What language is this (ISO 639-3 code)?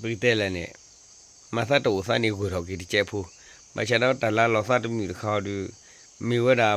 ksw